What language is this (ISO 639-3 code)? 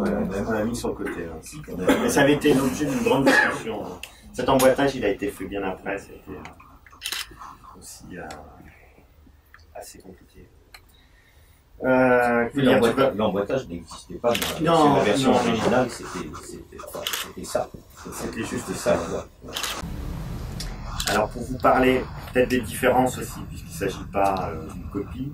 fra